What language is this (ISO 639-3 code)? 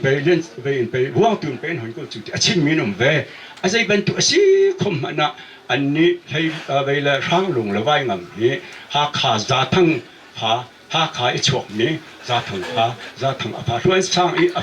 cnh